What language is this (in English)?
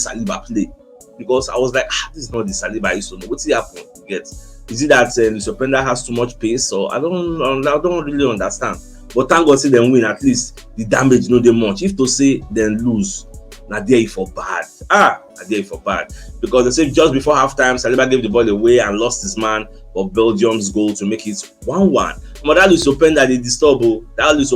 Nigerian Pidgin